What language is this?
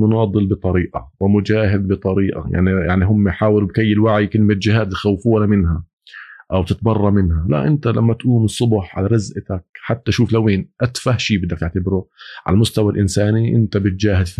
North Levantine Arabic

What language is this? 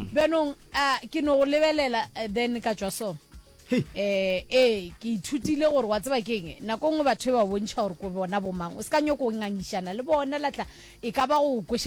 Northern Sotho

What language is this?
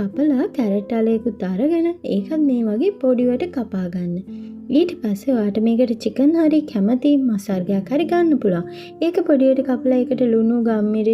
Sinhala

